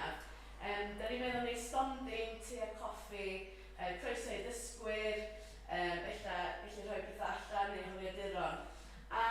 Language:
Welsh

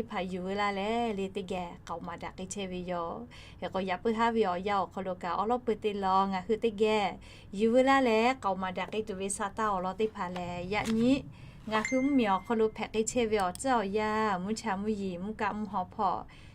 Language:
Lahu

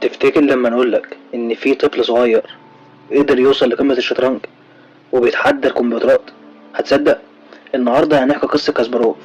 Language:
Egyptian Arabic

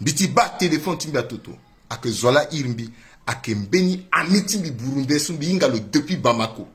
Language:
Sango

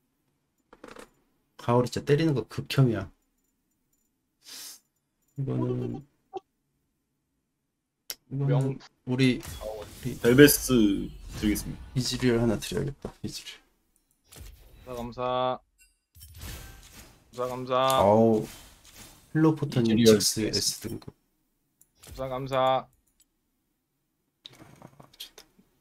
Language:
Korean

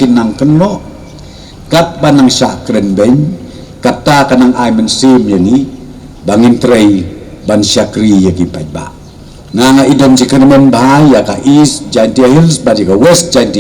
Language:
Khasi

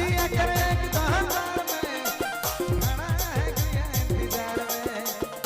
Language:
Sadri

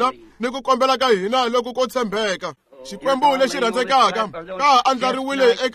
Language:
Tsonga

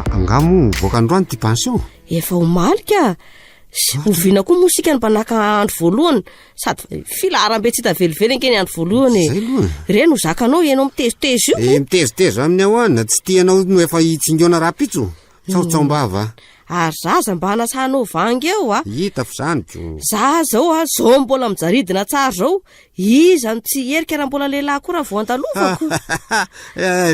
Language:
Malagasy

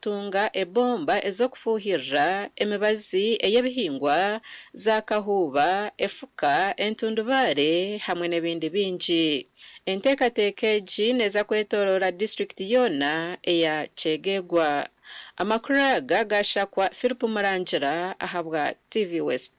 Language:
Nyankole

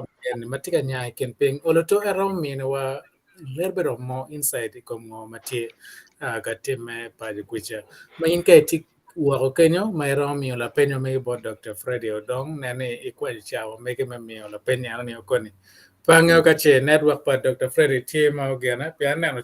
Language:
Acoli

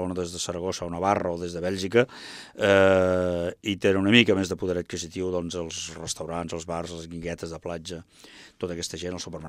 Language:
Catalan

